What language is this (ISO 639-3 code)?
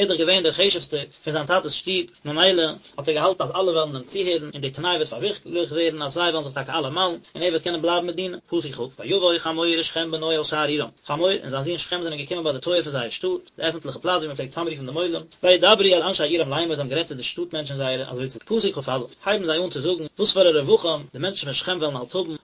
yid